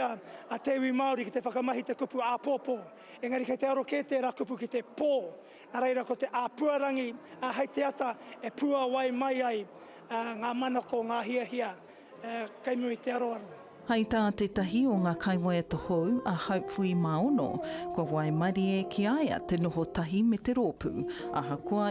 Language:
Māori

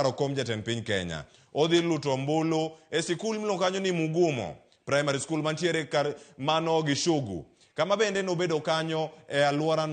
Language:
Luo (Kenya and Tanzania)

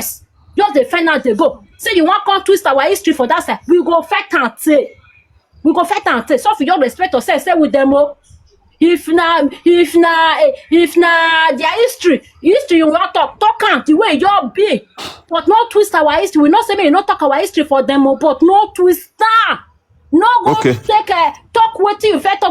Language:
Nigerian Pidgin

